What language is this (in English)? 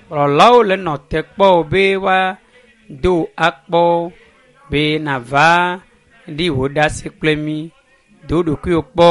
Ewe